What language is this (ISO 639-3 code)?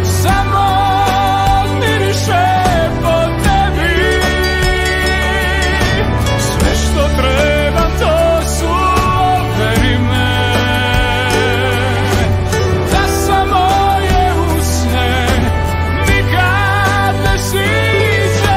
hrv